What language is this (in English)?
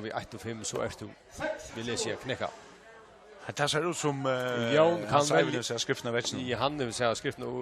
Faroese